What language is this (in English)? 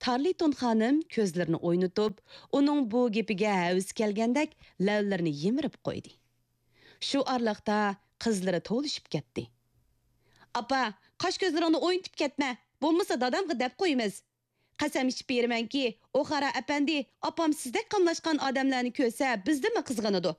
Uyghur